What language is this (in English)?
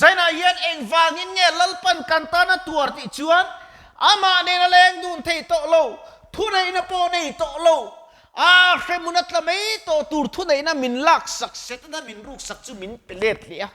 Mizo